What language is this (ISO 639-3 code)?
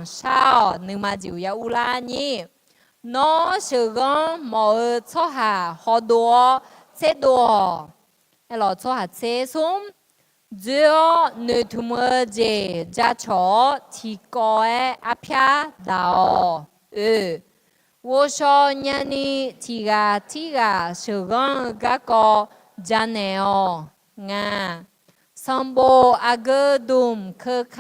ahk